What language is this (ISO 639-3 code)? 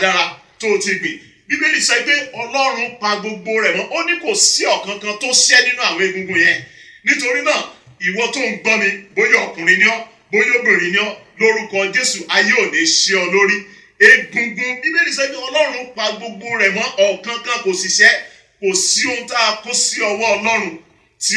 yor